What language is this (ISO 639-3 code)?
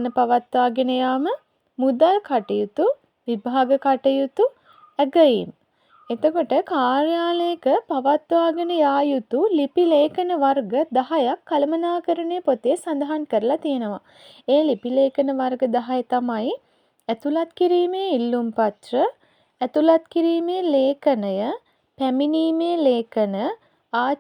sin